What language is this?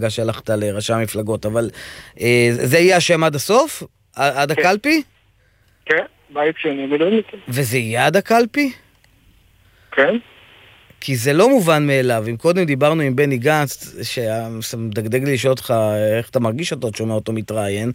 Hebrew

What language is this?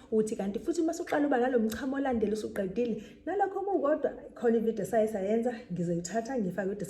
Zulu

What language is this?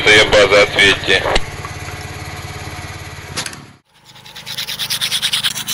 Russian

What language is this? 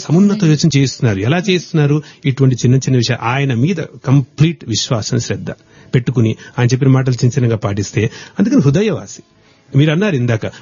Telugu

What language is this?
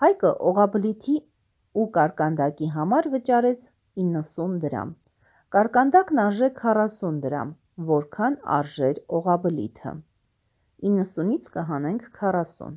Armenian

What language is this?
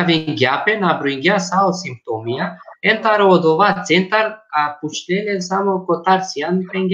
Balkan Romani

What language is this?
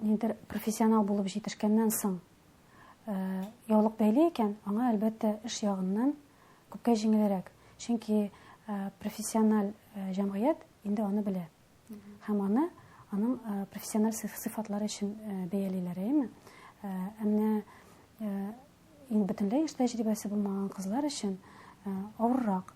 Tatar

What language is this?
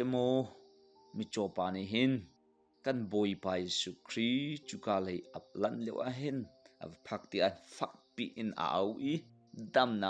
Hakha Chin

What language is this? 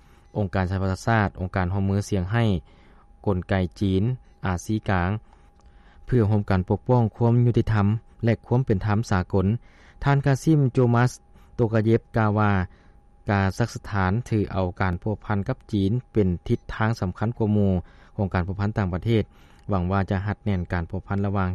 Lao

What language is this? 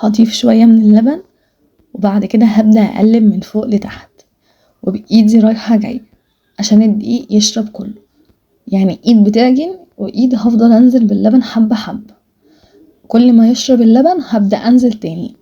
Egyptian Arabic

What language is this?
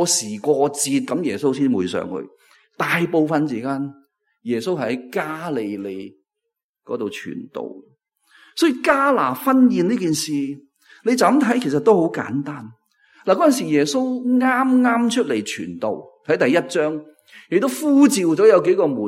Cantonese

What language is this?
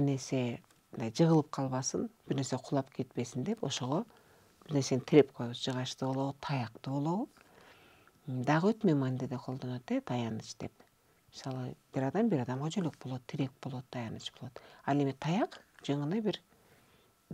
Kyrgyz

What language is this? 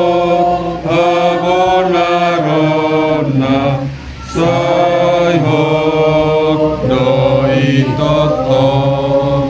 Batak Toba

